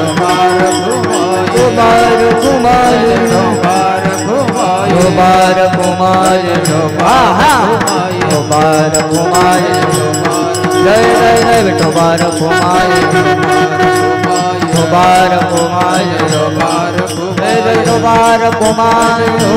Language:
Marathi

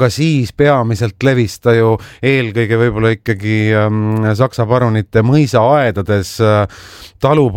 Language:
Estonian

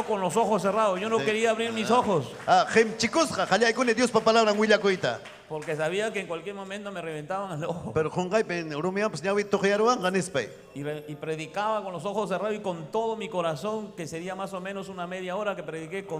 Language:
Ayacucho Quechua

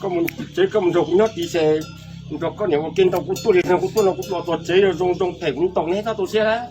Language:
Hmong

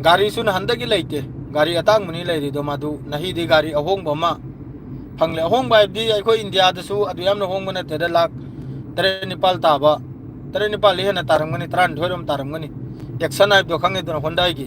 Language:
Manipuri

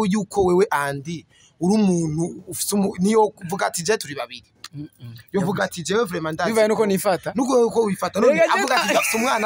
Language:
Rundi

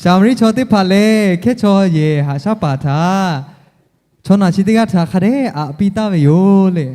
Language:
Lahu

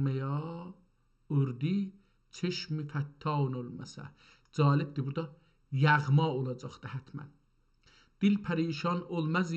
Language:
South Azerbaijani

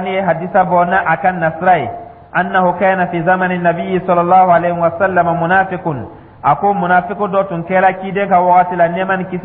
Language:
Dyula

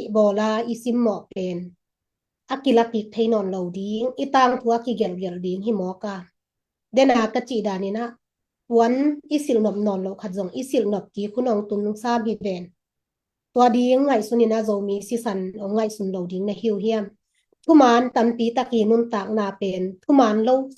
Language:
Tedim Chin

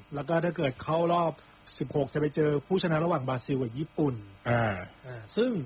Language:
Thai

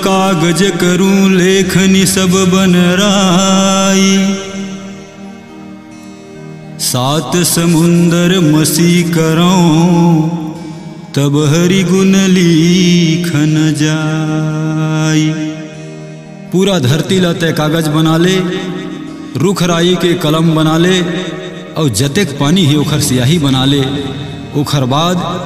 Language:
Chhattisgarhi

